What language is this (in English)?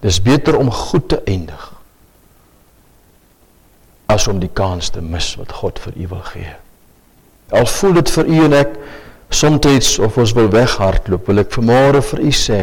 Afrikaans